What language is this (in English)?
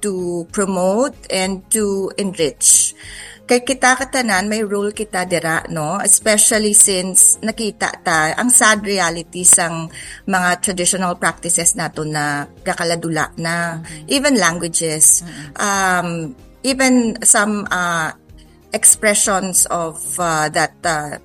Hiligaynon